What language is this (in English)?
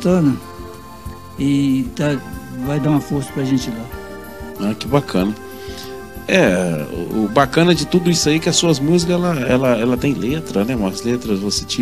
Portuguese